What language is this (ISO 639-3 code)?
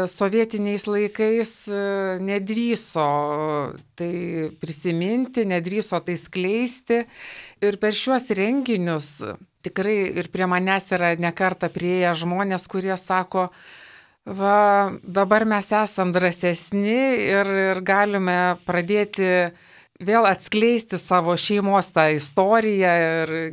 lit